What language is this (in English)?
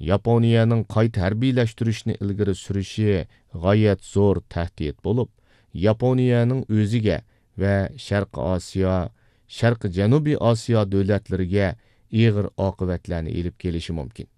Uyghur